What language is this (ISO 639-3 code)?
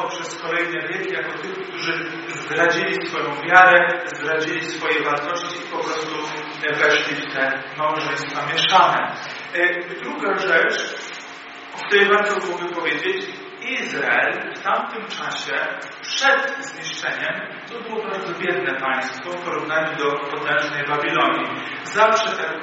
pol